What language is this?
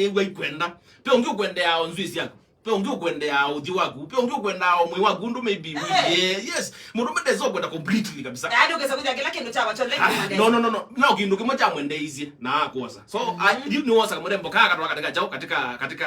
Kamba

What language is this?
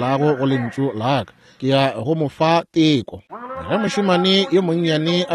Northern Sotho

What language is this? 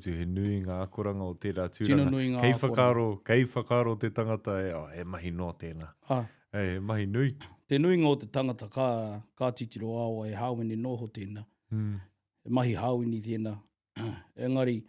Māori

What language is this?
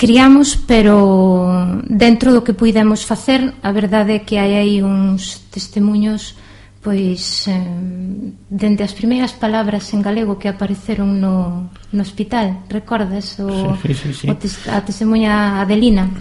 Galician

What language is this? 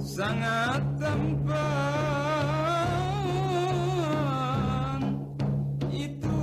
Banjar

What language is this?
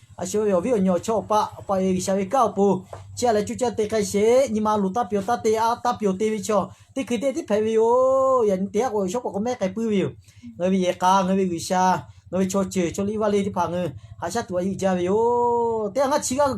Lahu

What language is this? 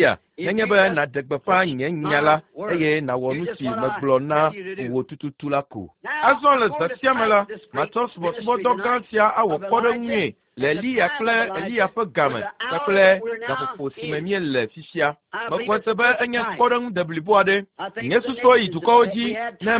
Ewe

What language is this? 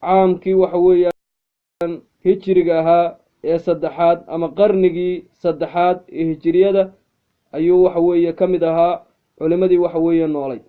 Somali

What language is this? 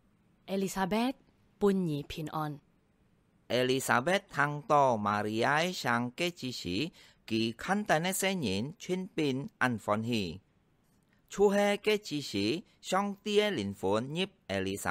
Hakka Chinese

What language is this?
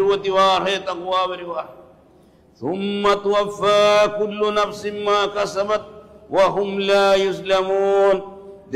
Divehi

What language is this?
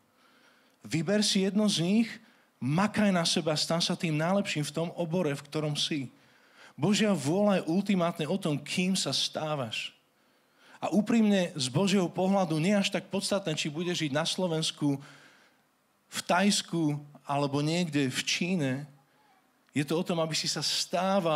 Slovak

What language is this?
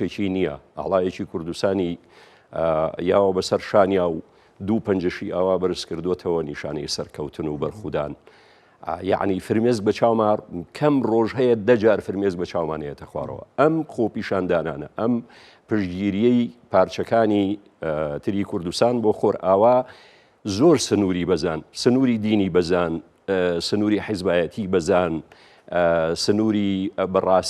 Central Kurdish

